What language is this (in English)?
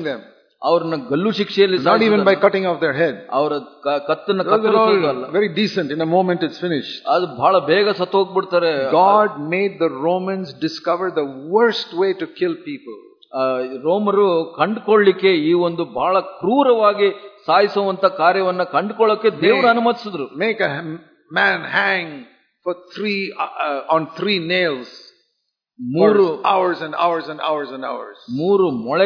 Kannada